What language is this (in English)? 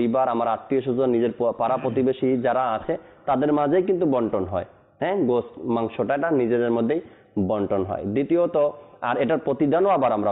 Bangla